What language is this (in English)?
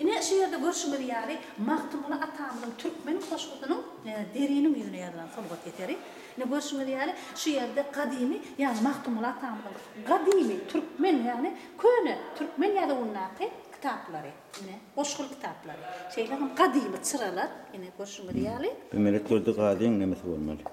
Turkmen